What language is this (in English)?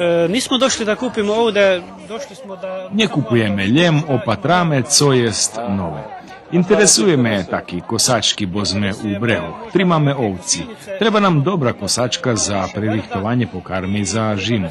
Rusyn